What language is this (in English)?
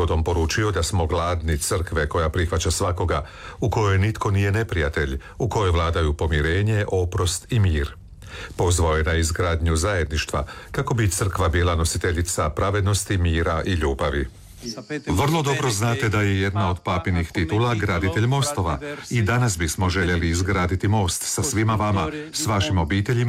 Croatian